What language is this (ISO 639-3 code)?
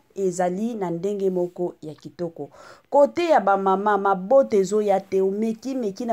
lin